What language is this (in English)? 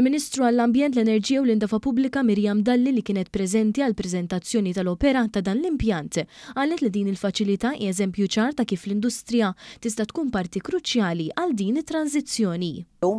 Maltese